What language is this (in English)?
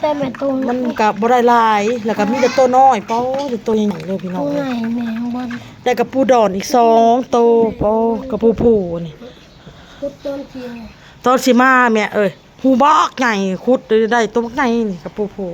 Northeastern Thai